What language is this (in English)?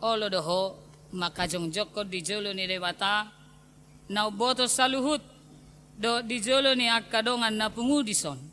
Batak Toba